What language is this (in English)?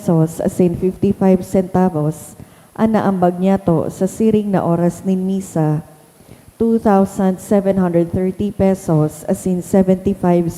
Bikol